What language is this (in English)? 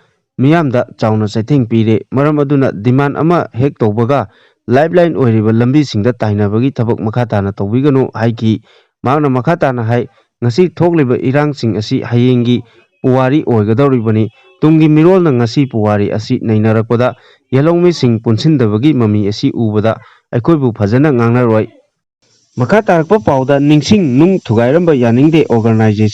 Manipuri